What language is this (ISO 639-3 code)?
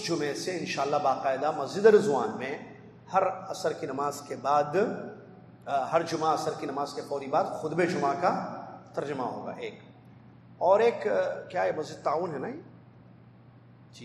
urd